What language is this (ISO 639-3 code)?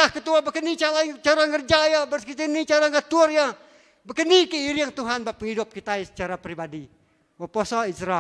iba